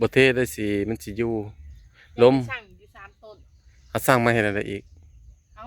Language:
Northeastern Thai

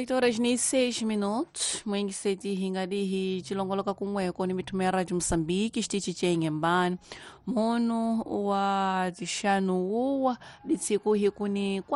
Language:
Tsonga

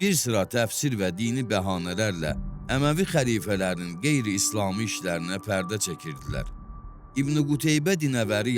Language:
Azerbaijani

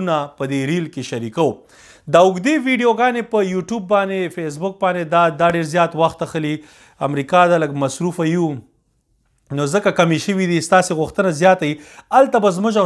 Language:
Pashto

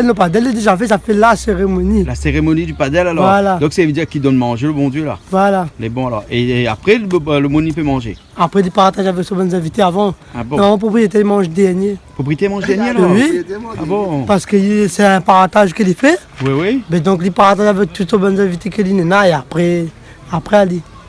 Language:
Réunion Creole French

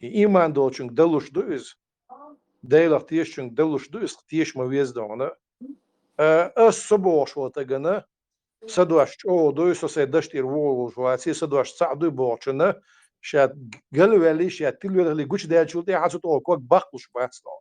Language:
Chechen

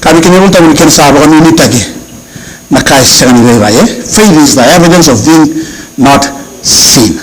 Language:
Fijian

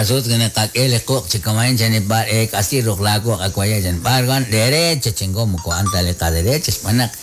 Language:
Kekchí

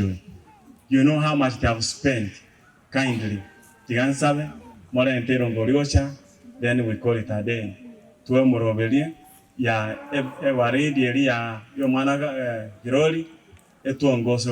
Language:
Gusii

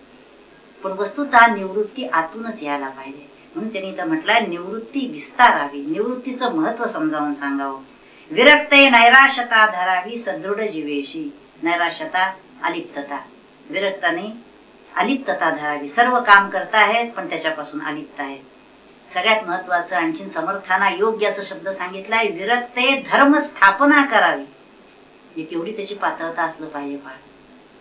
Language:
Marathi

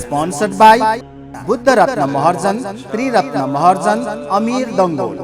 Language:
Newari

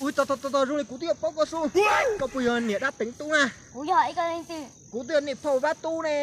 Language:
Hmong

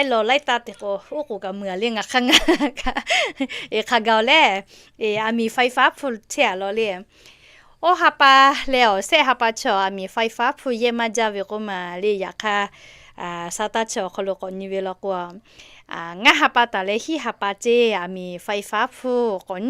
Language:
Lahu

